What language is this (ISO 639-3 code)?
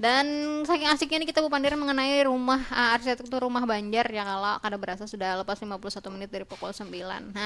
bjn